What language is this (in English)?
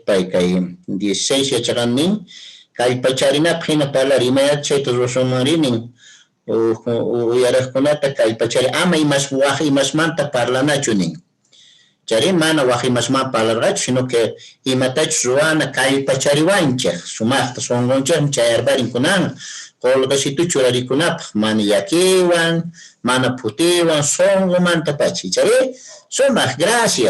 Quechua